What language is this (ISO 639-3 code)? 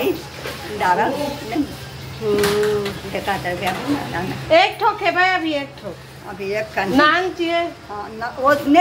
hne